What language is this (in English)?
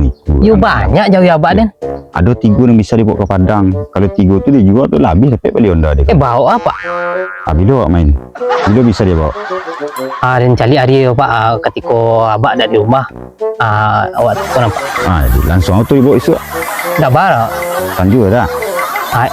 Minangkabau